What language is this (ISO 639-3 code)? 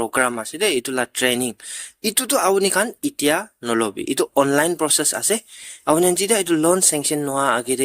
nag